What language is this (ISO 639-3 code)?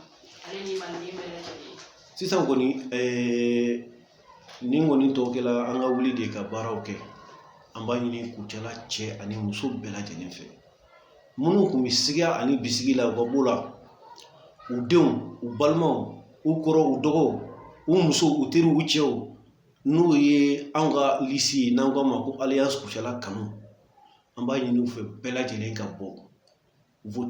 bam